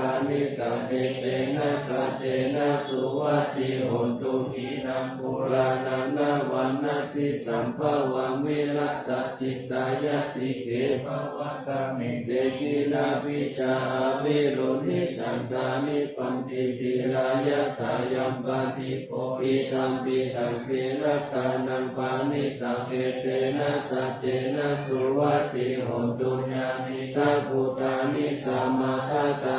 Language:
Pali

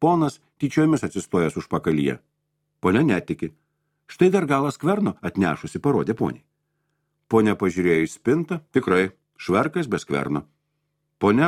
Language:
Lithuanian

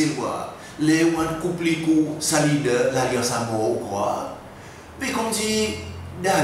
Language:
Seselwa Creole French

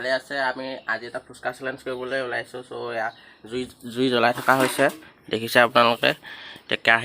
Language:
Assamese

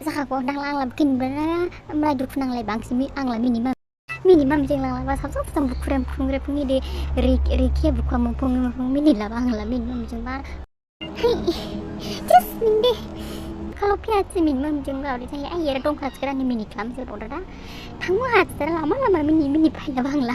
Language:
Dimasa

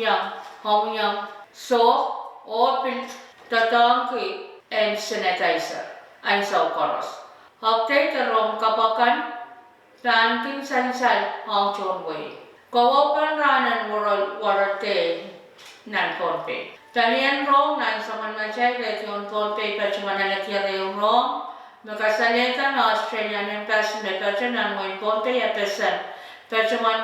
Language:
Pohnpeian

